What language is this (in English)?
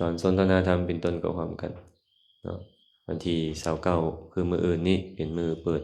Lao